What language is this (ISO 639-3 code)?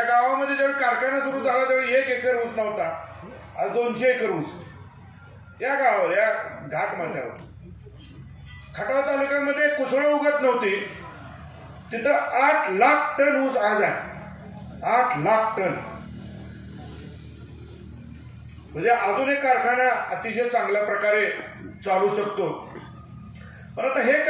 mar